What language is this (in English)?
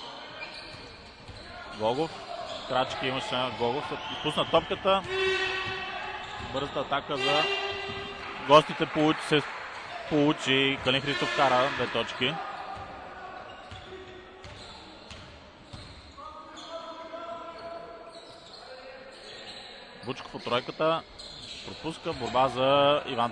Bulgarian